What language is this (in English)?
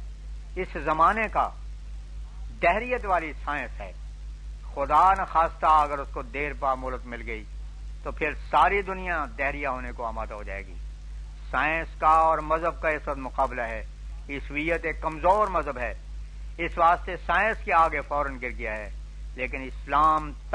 Urdu